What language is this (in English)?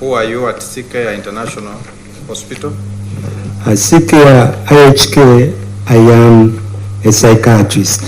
Nyankole